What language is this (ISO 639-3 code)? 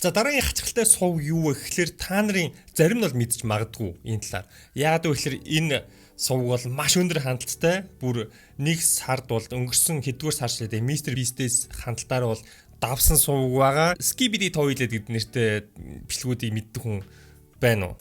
mon